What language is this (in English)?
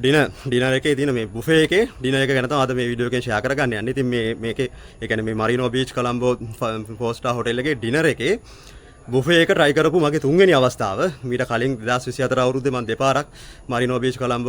Sinhala